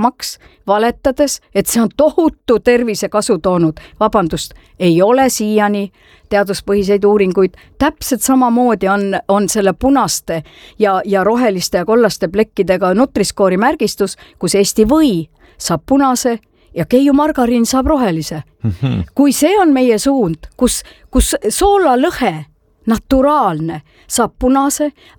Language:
Estonian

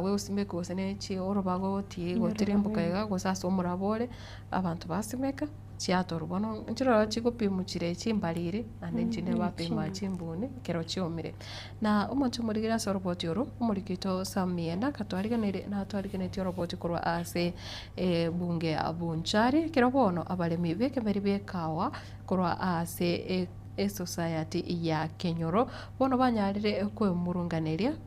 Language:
Gusii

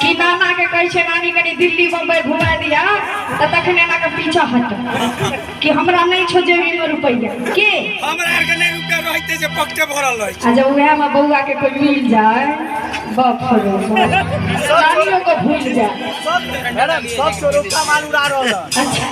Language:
Maithili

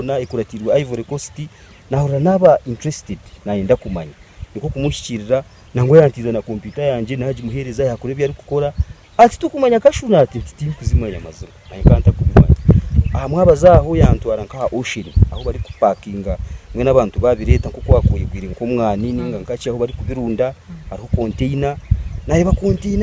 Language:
Nyankole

